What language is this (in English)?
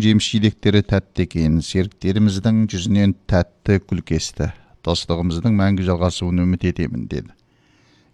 Kazakh